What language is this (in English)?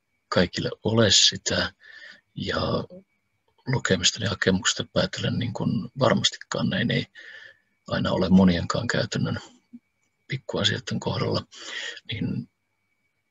Finnish